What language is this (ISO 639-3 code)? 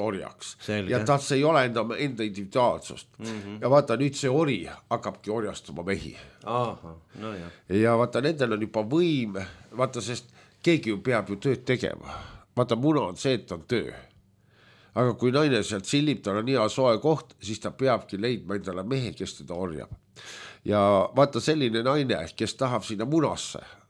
est